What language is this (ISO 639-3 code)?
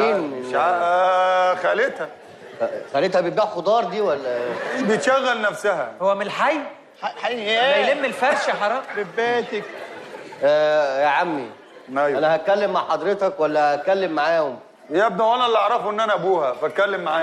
arz